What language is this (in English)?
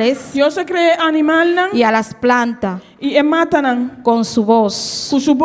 Papiamento